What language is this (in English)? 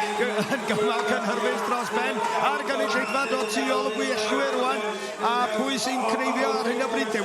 Welsh